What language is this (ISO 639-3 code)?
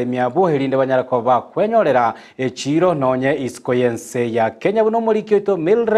guz